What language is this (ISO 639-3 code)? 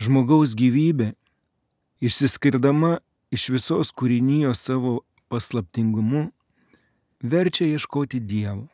lit